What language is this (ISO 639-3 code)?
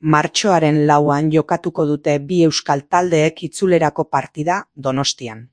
eus